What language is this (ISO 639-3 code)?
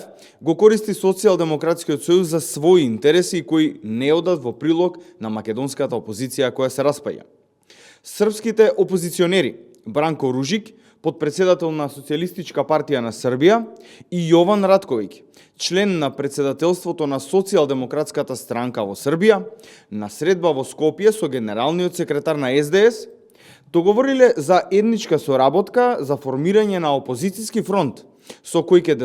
mkd